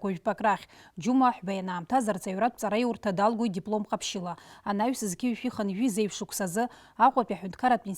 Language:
Abkhazian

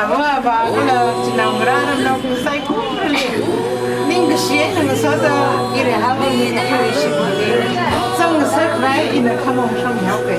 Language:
Tangkhul Naga (India)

